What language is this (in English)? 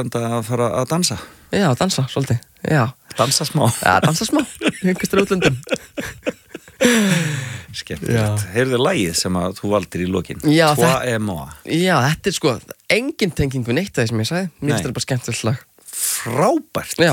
Icelandic